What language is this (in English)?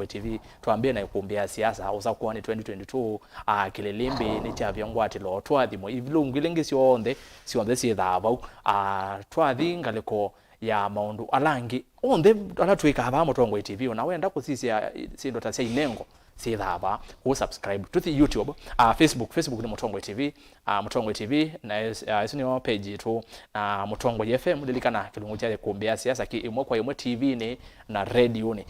Kamba